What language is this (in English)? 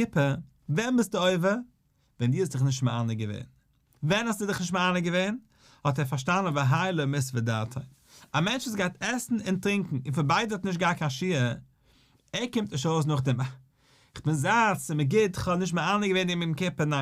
Yiddish